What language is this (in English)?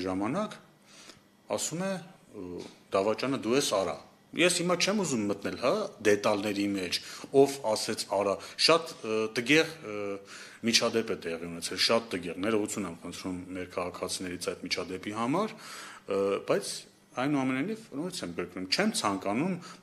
Armenian